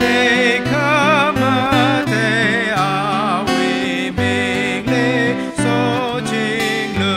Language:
Tangkhul Naga (India)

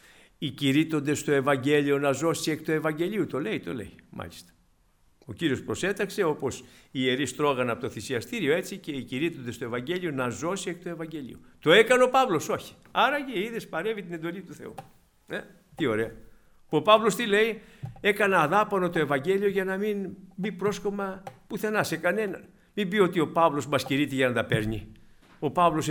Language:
Greek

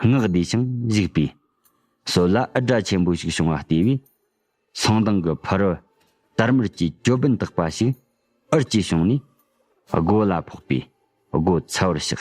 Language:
Tibetan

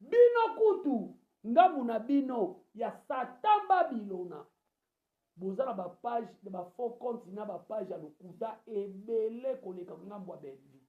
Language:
Lingala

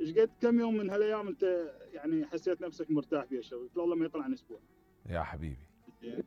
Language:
Mesopotamian Arabic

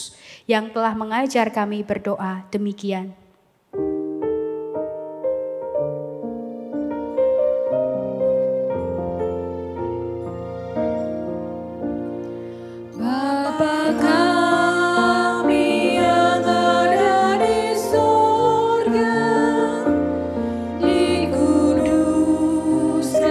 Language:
Indonesian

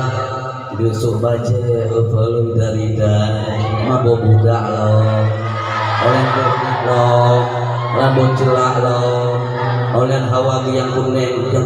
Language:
Achinese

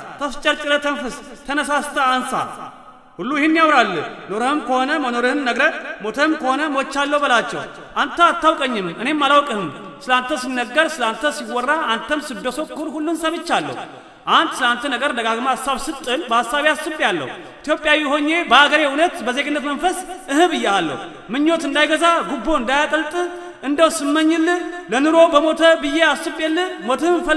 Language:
Amharic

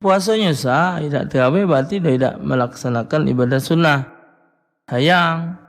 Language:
Musi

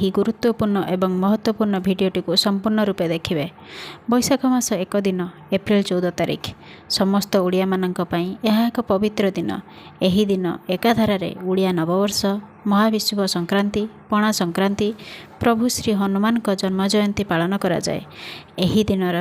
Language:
Odia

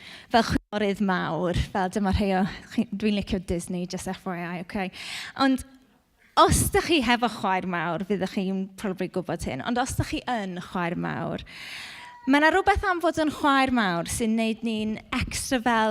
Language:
Welsh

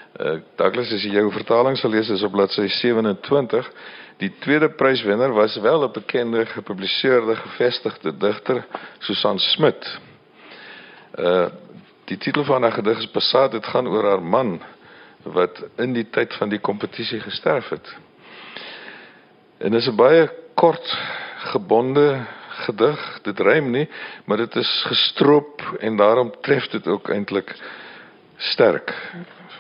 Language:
Afrikaans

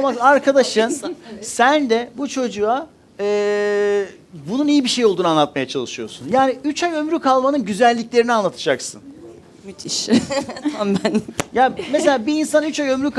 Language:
Turkish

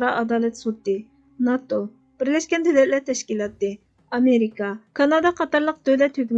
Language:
Uyghur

